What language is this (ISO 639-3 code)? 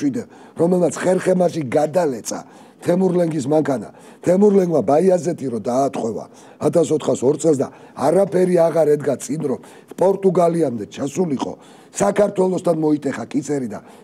kat